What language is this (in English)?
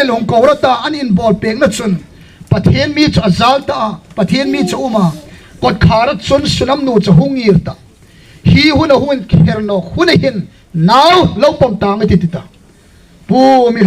Hmar